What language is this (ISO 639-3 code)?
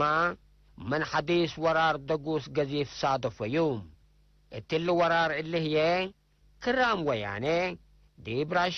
tig